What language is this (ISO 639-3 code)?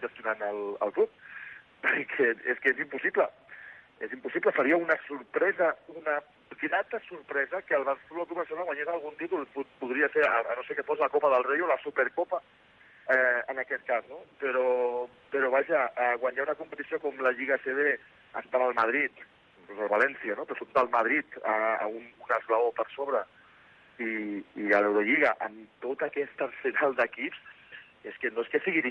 cat